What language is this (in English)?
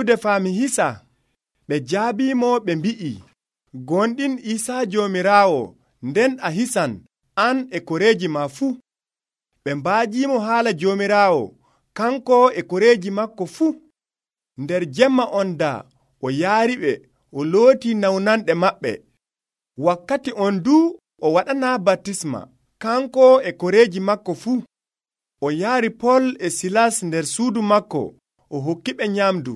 Nigerian Fulfulde